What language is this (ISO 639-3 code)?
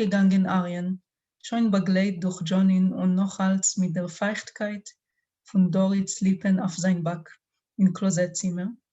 yid